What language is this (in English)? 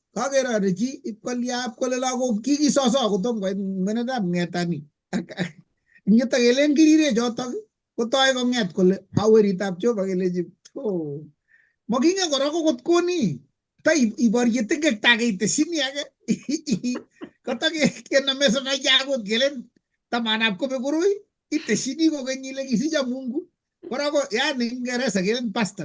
Kalenjin